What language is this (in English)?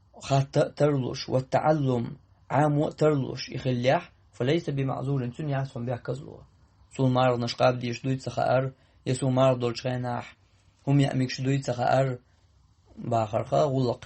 Chechen